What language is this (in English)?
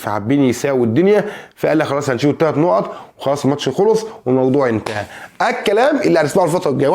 Egyptian Arabic